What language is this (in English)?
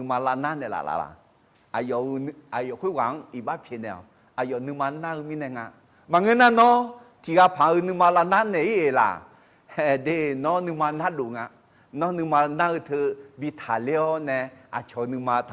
Akha